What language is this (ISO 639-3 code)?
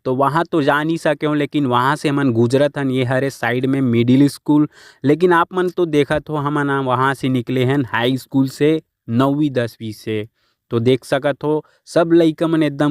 hne